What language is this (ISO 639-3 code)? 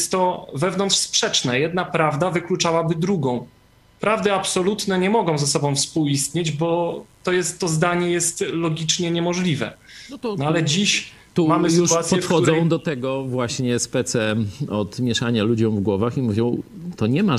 pol